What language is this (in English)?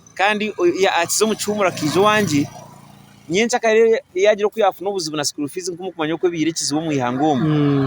Nyankole